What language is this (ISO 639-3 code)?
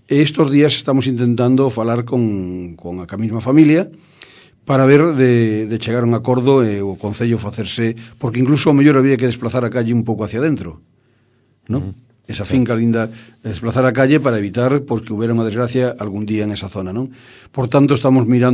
glg